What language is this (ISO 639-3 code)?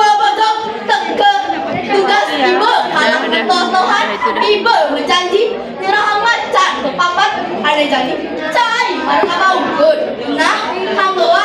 ban